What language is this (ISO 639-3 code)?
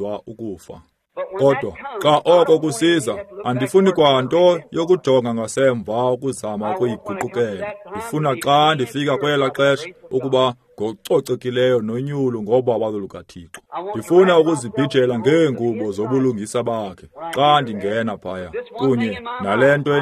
xho